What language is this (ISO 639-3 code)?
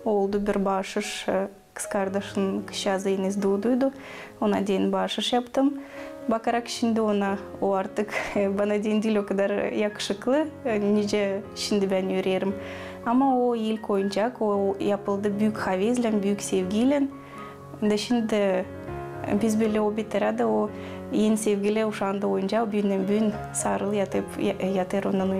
gag